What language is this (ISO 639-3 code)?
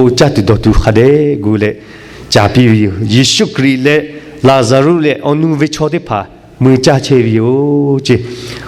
lhu